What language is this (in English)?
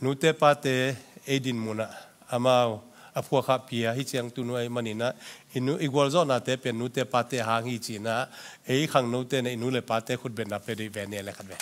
Tedim Chin